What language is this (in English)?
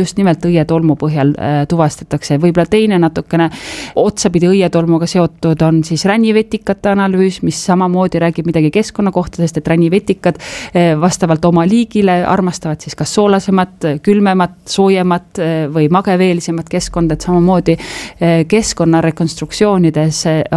Estonian